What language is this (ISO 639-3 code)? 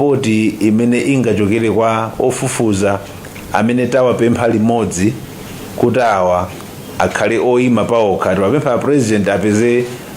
nya